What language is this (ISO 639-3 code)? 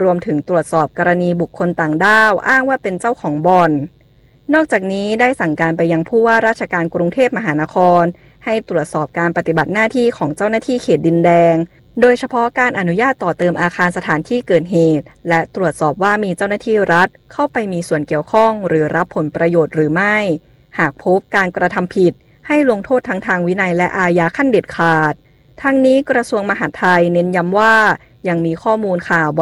tha